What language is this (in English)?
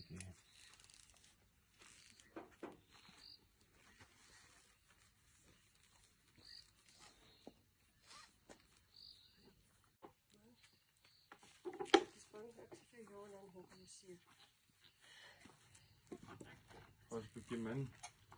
Afrikaans